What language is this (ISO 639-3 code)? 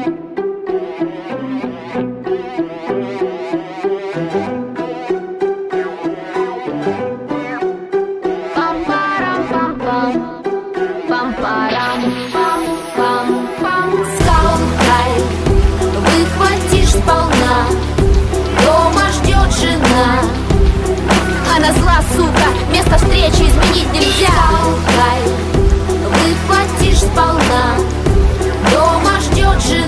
rus